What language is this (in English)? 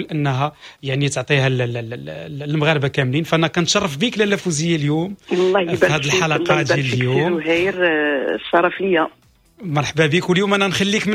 Moroccan Arabic